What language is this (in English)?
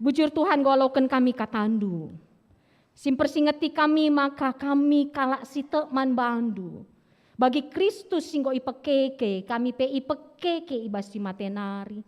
Batak Karo